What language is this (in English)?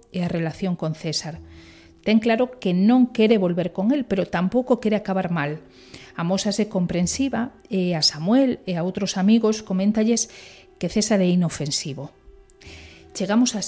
Galician